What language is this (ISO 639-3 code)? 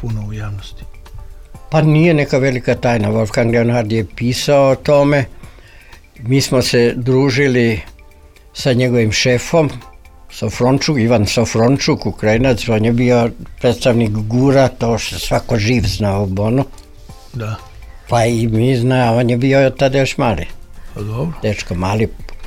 srp